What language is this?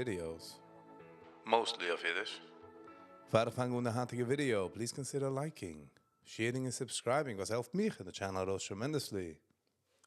Yiddish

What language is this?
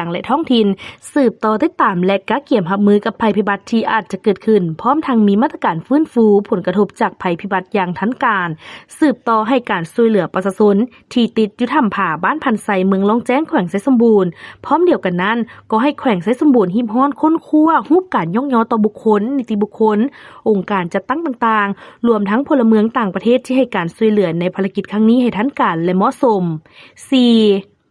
Lao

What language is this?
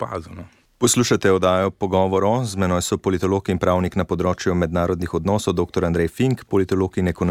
Slovenian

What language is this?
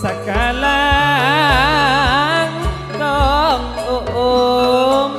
Madurese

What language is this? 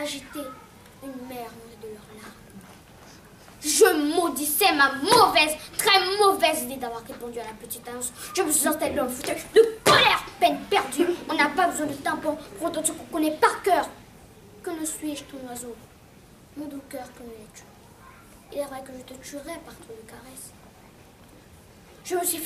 French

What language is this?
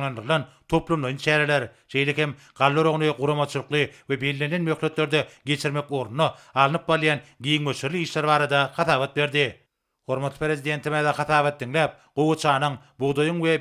Turkmen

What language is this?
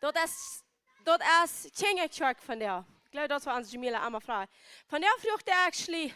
Plautdietsch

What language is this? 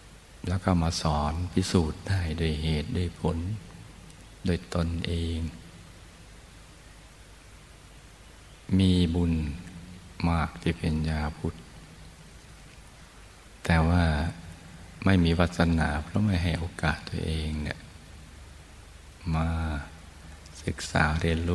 Thai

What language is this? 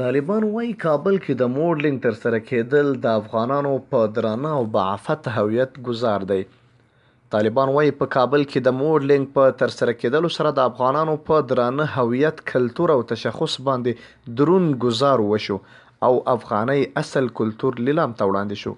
Pashto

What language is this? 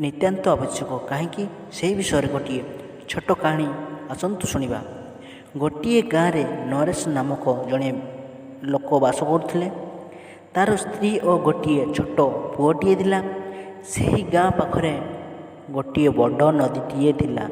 Odia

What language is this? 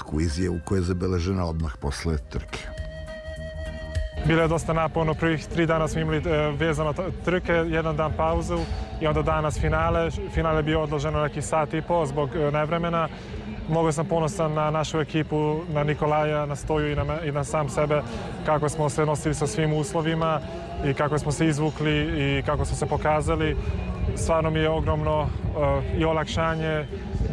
Serbian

